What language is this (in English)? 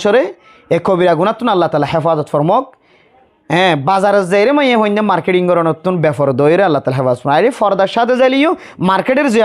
Rohingya